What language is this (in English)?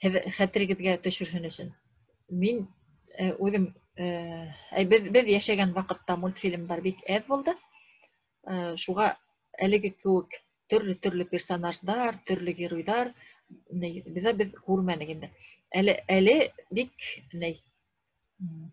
Bashkir